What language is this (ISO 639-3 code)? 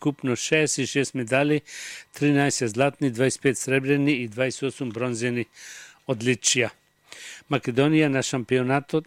mkd